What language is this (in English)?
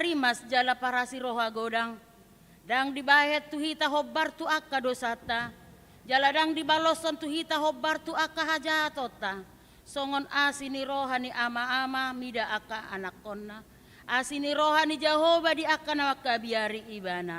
Batak Toba